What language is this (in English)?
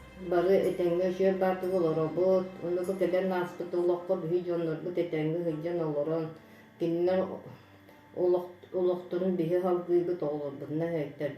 Yakut